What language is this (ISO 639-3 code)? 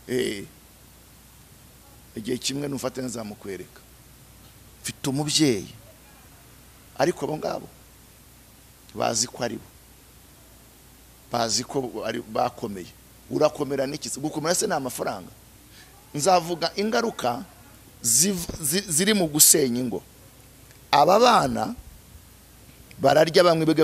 kin